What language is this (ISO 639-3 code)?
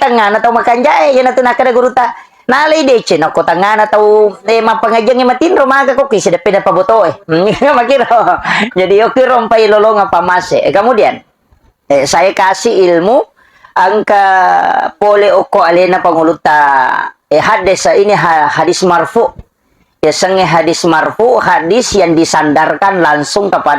bug